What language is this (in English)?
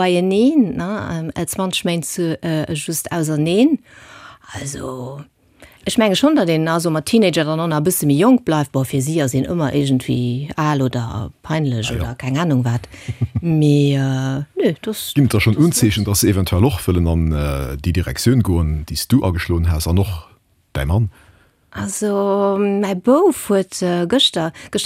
Luxembourgish